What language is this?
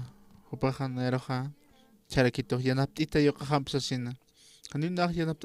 Aymara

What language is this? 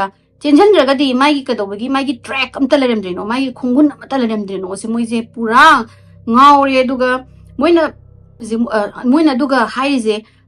Manipuri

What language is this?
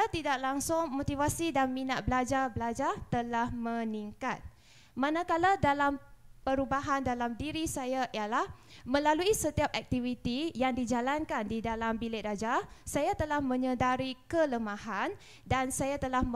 Malay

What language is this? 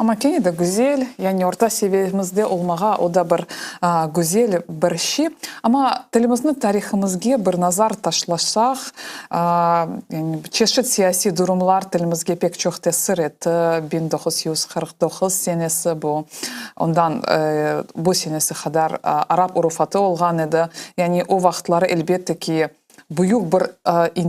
Crimean Tatar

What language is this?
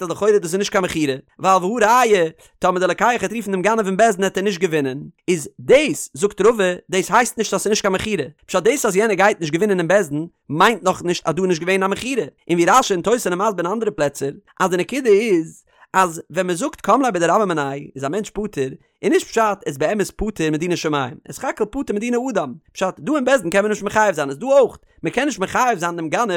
Yiddish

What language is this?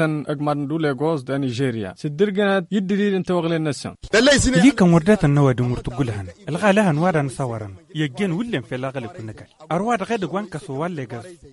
Tamasheq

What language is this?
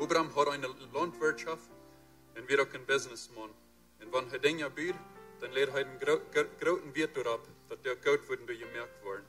Plautdietsch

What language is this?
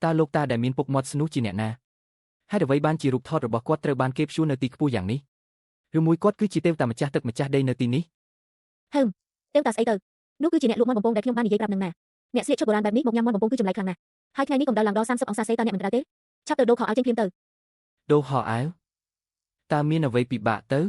Khmer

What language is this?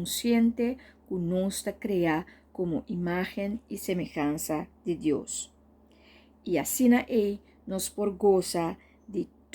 Papiamento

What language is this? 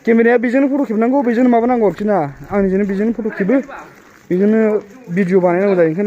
Bodo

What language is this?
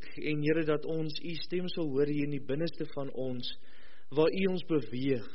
Afrikaans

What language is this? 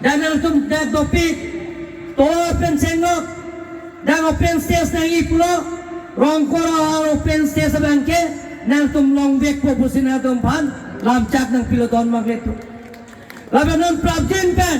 Karbi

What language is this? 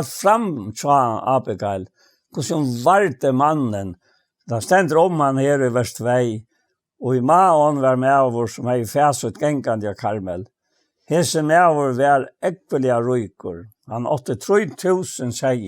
Faroese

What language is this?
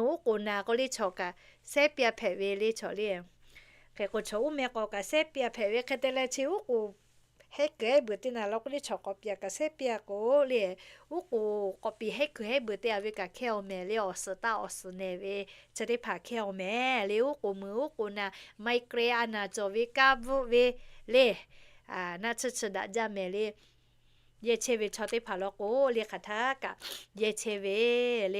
Lahu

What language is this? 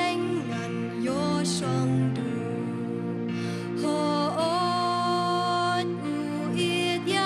Khasi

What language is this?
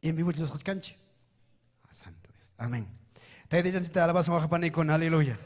Ayacucho Quechua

